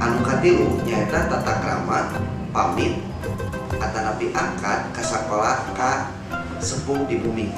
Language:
Sundanese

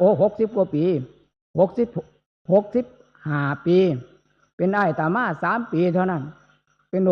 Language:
Northeastern Thai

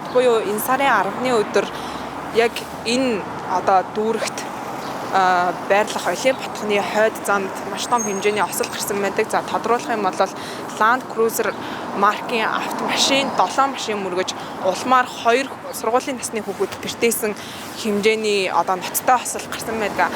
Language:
Mongolian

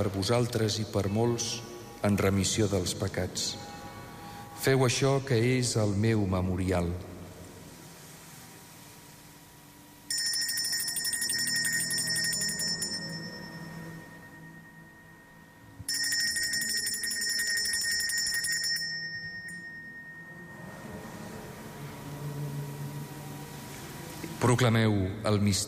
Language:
Catalan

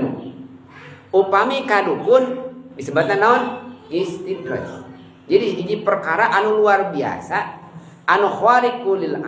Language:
Sundanese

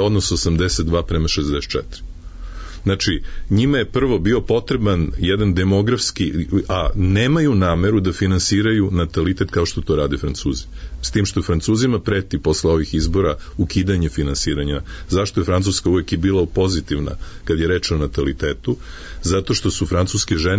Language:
Serbian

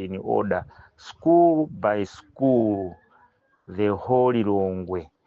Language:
Nyanja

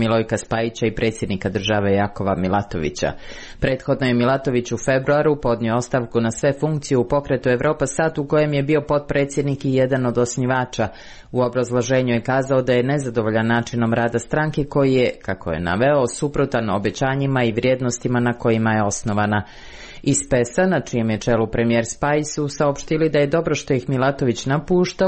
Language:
Croatian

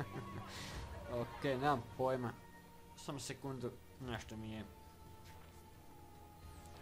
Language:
Croatian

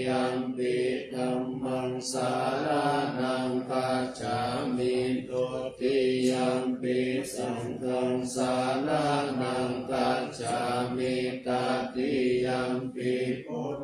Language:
Pali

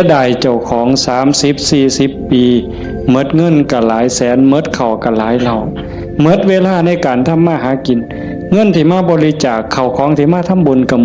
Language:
Northeastern Thai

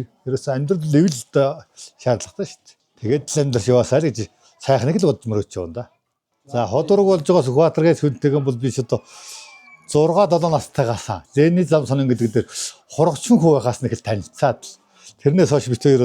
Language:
Mongolian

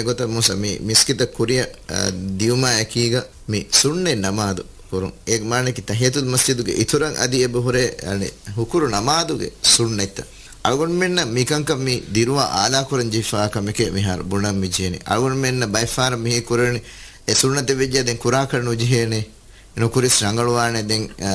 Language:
Divehi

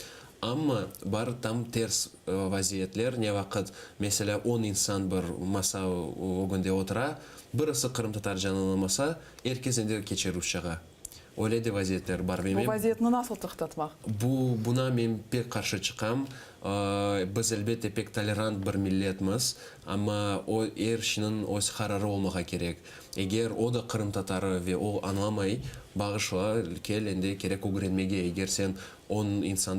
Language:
Crimean Tatar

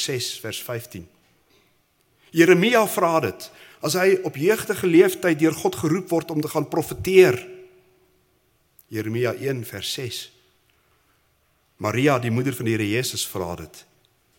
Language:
Afrikaans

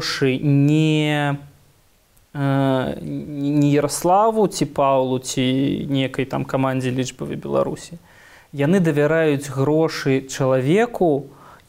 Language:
Belarusian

